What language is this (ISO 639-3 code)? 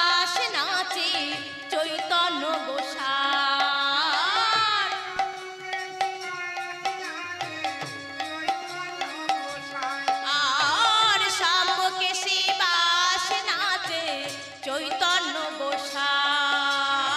ben